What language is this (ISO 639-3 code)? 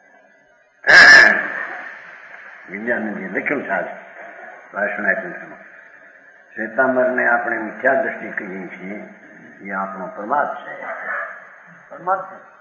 guj